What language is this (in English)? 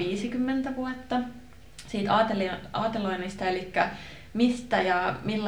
Finnish